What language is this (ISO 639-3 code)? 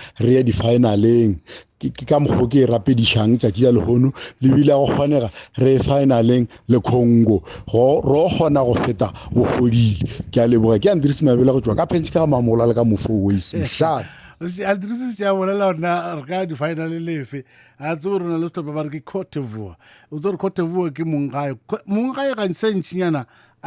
nso